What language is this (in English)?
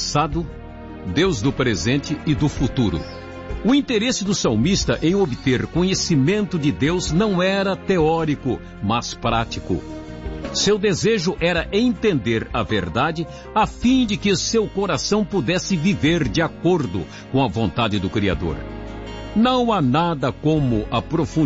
Portuguese